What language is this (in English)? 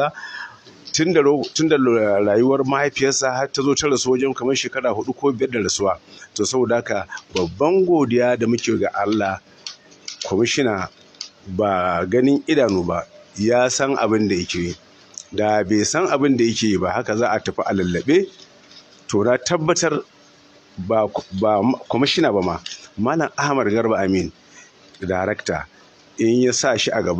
Hausa